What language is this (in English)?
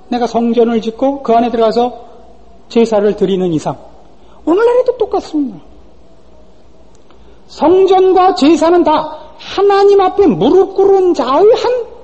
Korean